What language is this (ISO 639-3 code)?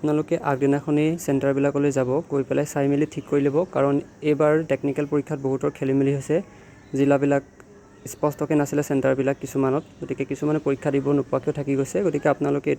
asm